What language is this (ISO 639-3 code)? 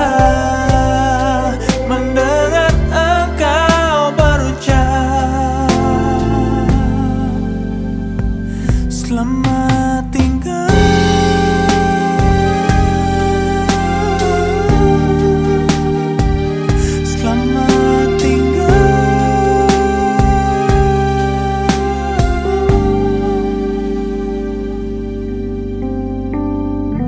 ind